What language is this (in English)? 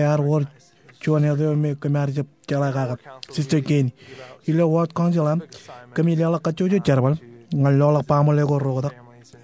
Marshallese